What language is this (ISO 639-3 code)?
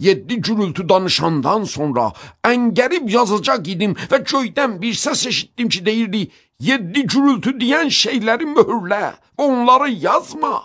aze